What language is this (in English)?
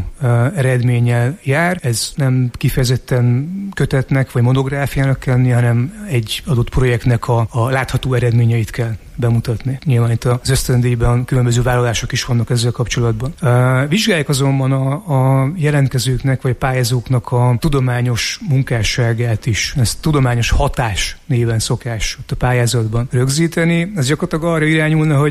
Hungarian